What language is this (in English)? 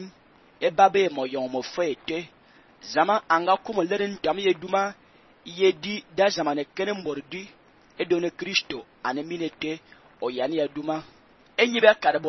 Fang